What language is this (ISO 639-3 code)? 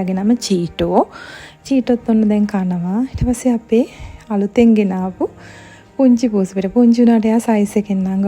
sin